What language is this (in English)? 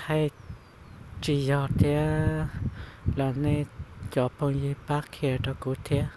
Hmong